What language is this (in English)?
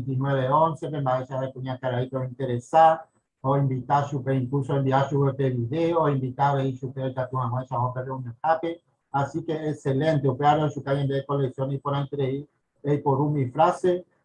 Guarani